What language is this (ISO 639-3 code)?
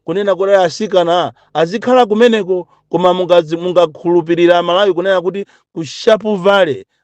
nya